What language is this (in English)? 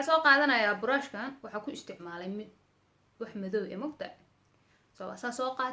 Somali